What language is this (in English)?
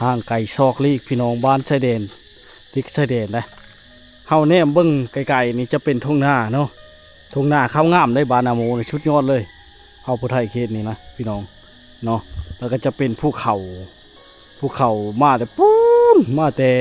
Lao